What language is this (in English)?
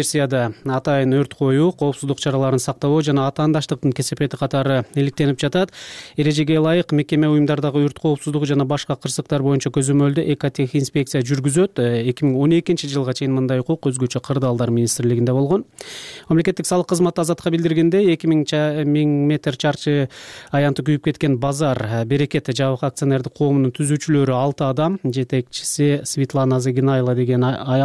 Kyrgyz